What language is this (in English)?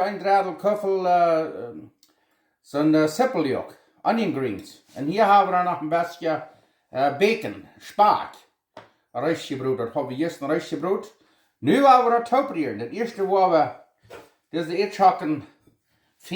Plautdietsch